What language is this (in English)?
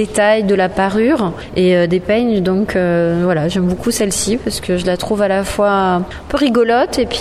French